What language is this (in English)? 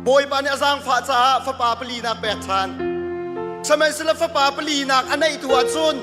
Hakha Chin